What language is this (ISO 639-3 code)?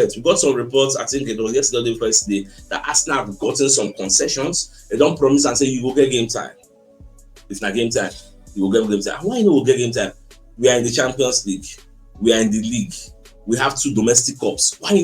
pcm